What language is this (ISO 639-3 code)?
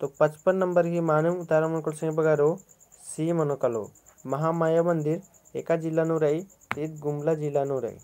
kru